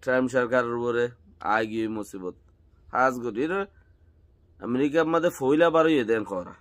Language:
Rohingya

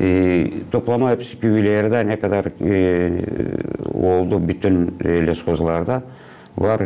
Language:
Gagauz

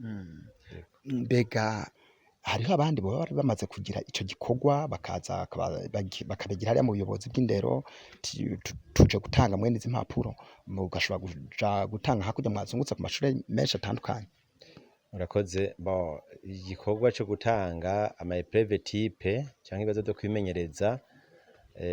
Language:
Rundi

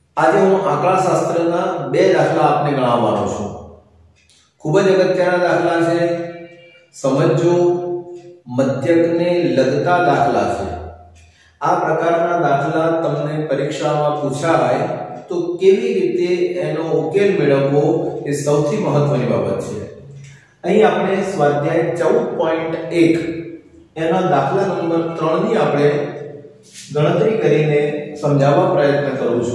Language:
Gujarati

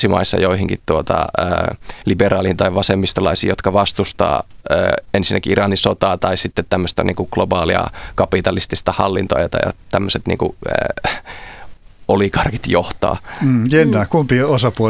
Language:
Finnish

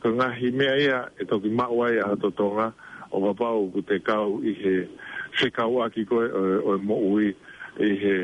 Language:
Tongan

